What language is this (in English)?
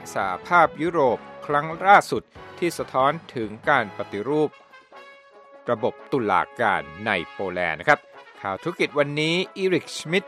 Thai